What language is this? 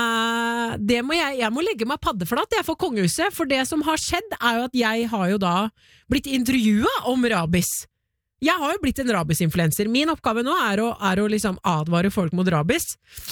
Norwegian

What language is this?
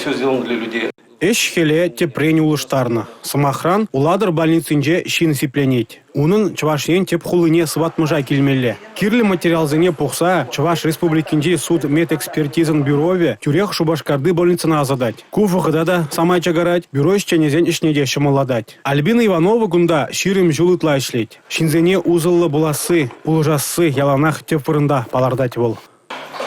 Chuvash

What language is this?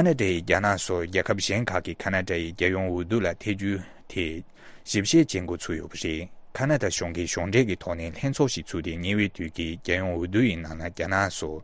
Tibetan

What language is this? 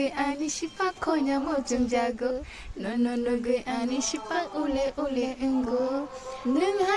Kok Borok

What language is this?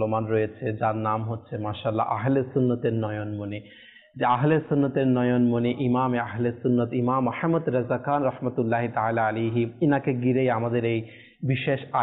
Bangla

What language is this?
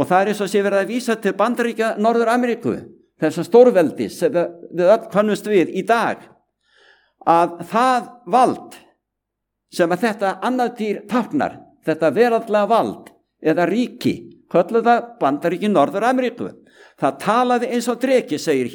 Icelandic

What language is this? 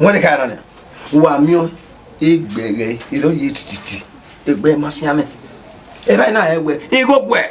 Bini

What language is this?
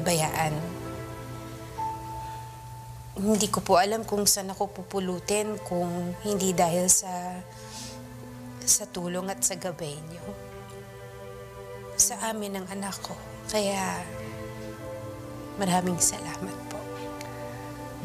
Filipino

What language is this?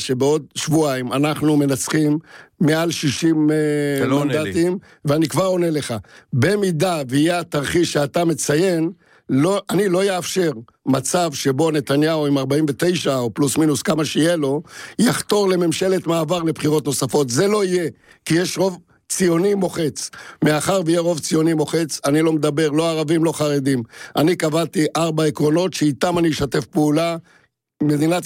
Hebrew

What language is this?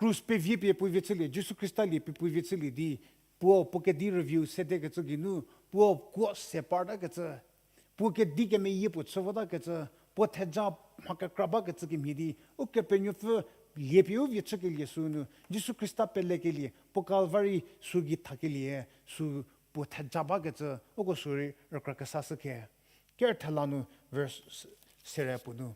Angami Naga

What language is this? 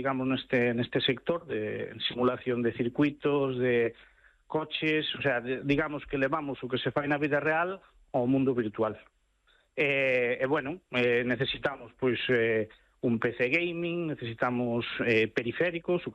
Galician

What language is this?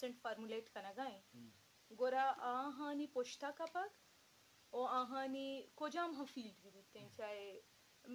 Eastern Balochi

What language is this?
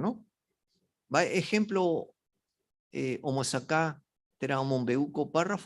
Guarani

